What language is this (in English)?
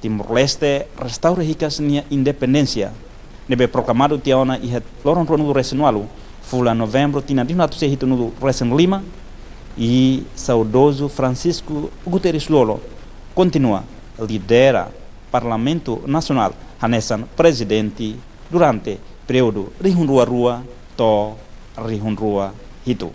Tetum